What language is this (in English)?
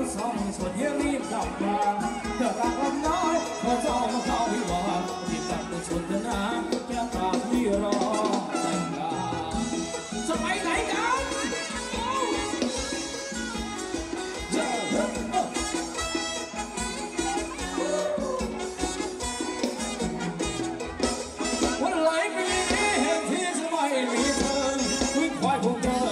Thai